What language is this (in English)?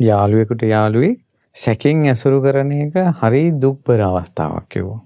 Sinhala